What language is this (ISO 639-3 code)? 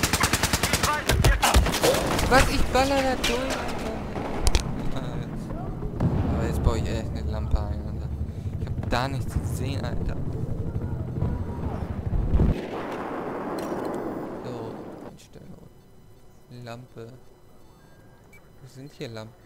deu